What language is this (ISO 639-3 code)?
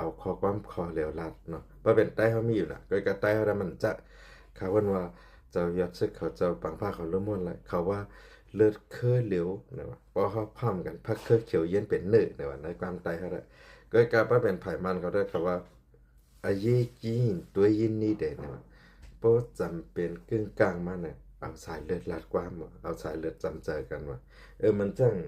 shn